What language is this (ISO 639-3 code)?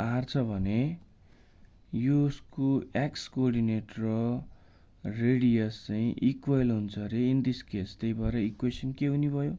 nep